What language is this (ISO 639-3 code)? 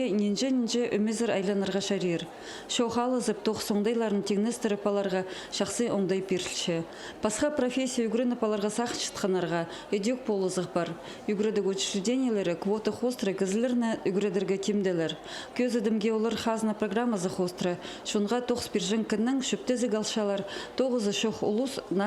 kjh